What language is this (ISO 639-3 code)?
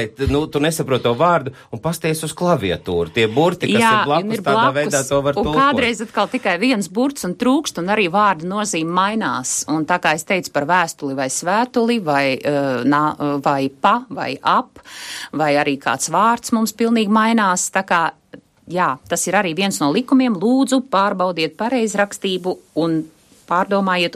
lav